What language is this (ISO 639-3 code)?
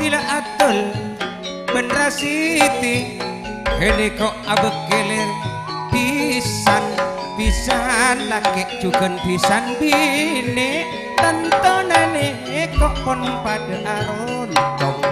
mad